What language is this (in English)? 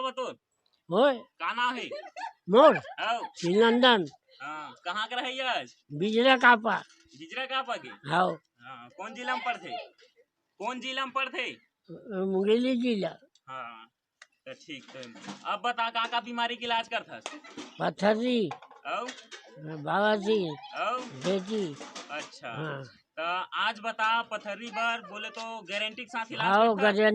Chhattisgarhi